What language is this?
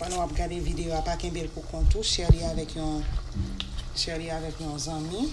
Haitian Creole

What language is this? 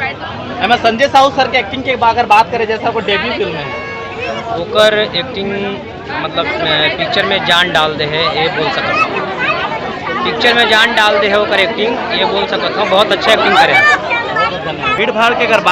Chhattisgarhi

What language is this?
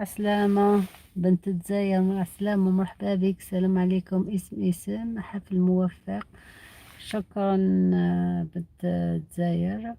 Algerian Arabic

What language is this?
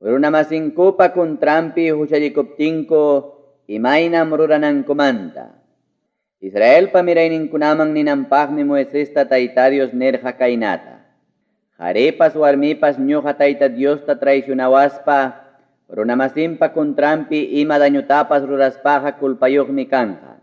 Ayacucho Quechua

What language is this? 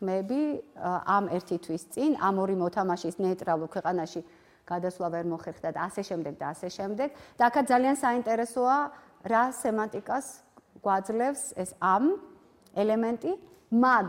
Georgian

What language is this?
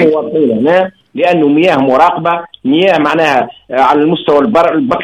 Tunisian Arabic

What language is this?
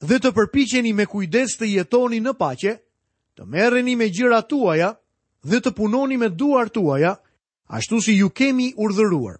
Albanian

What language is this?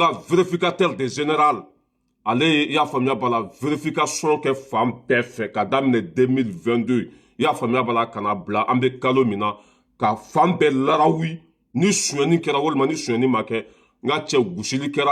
Bambara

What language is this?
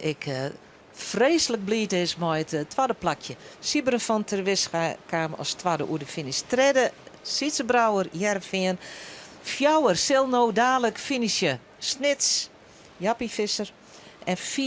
Western Frisian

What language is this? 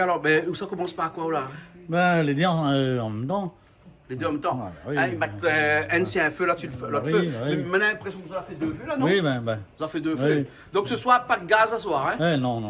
Réunion Creole French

